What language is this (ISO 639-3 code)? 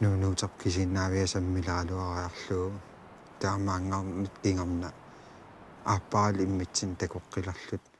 kal